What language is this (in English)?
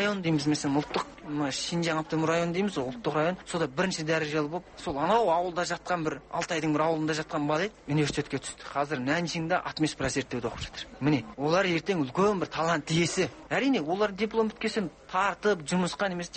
Kazakh